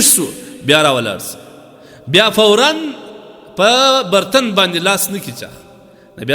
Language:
Pashto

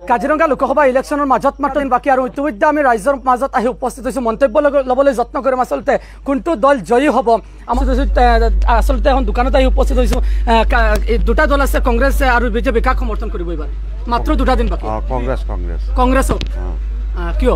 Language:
Assamese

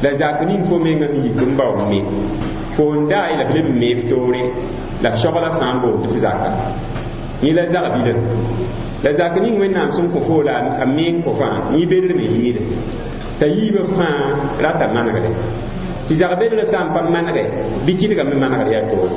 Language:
Mossi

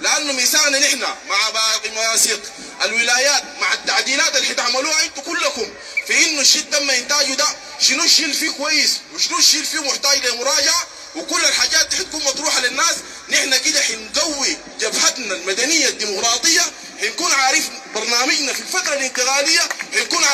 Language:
Sudanese Arabic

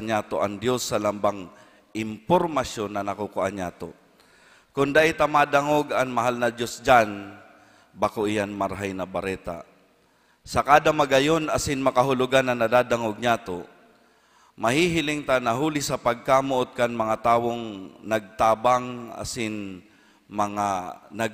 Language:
Bikol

